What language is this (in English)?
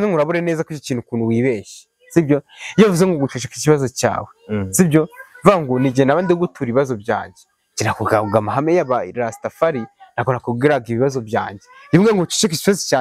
Kinyarwanda